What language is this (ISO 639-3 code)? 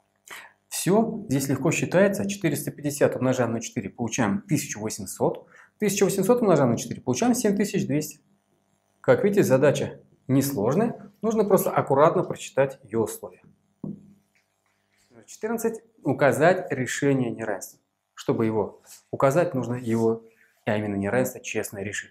rus